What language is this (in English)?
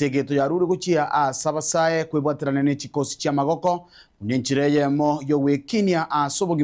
Gusii